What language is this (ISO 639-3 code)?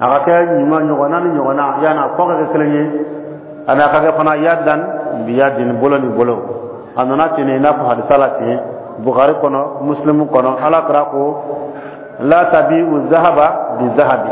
dyu